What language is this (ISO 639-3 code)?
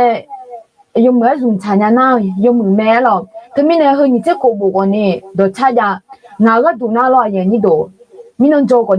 ahk